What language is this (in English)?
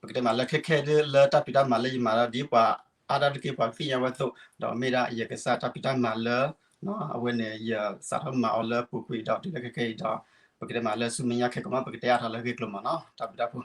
S'gaw Karen